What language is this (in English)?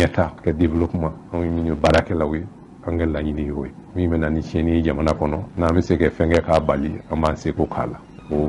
Bambara